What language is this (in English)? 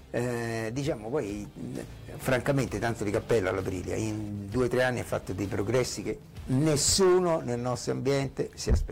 Italian